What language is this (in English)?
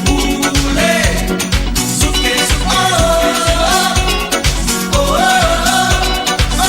Morisyen